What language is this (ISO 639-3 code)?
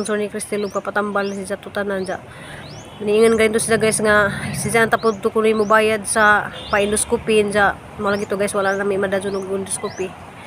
ceb